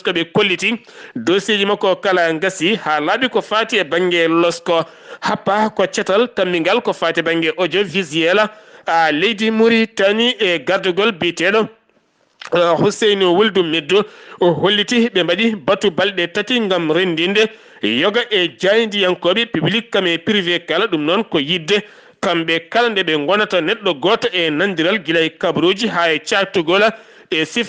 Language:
Fula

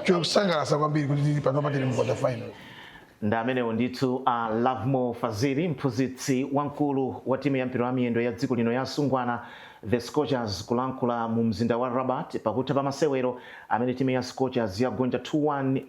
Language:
Nyanja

